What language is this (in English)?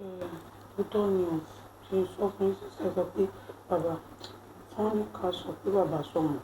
Yoruba